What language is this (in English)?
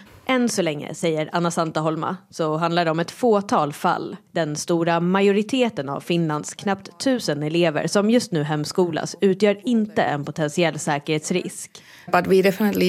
Swedish